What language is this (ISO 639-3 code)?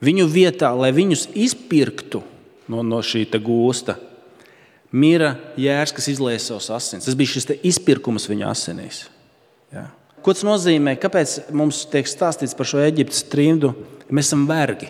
lav